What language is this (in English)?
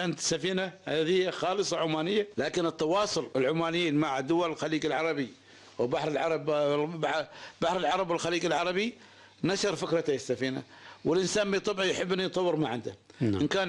Arabic